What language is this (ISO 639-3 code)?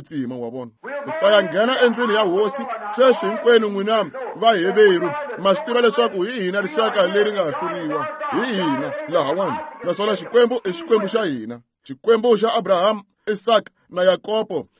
tso